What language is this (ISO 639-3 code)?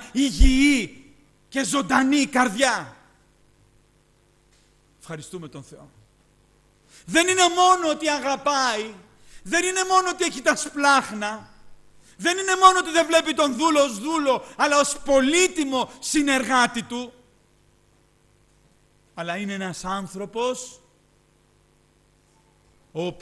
ell